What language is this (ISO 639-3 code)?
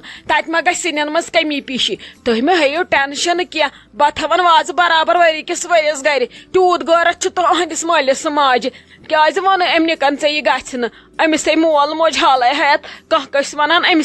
kas